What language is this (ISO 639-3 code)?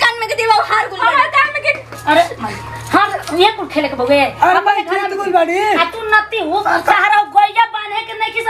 bho